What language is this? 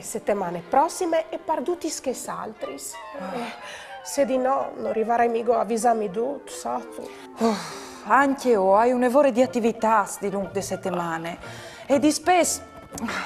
Friulian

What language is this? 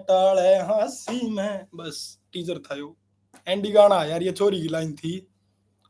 Haryanvi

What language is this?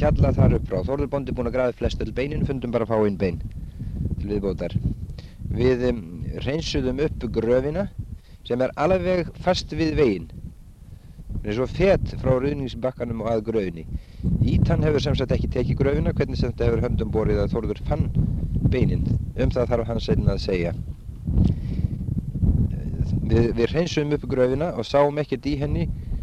Icelandic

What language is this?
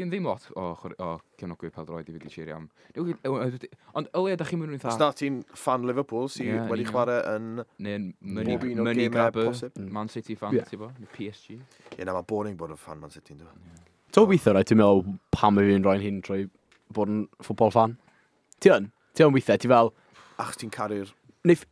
Welsh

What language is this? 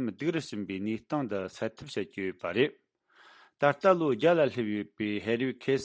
Tibetan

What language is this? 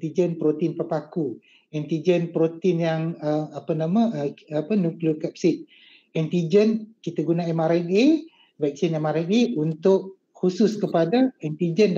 Malay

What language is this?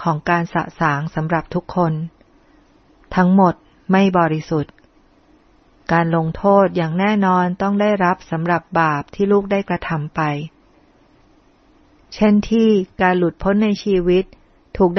Thai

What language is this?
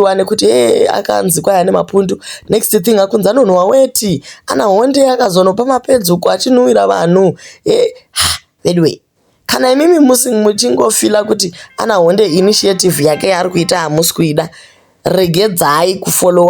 Shona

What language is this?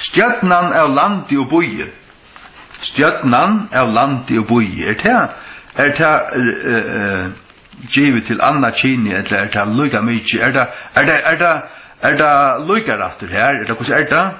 Faroese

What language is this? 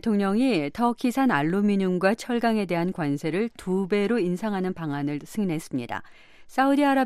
Korean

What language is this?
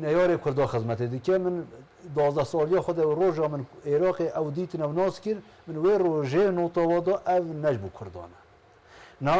Zaza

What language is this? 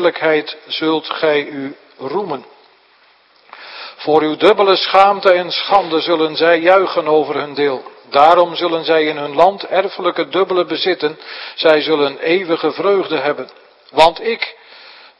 Dutch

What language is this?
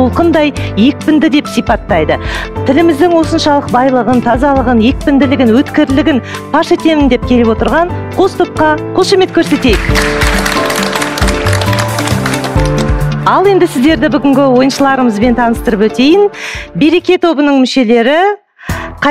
Kazakh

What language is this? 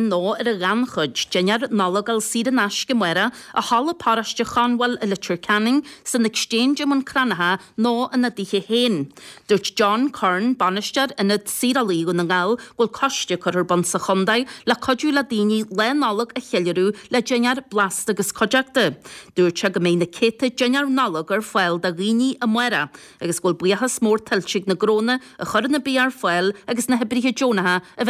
Irish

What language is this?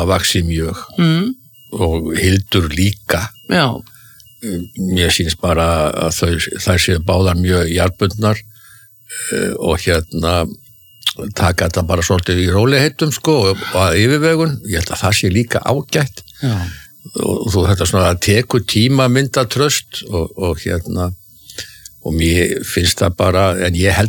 Icelandic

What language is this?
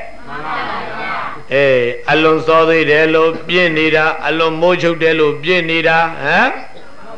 Burmese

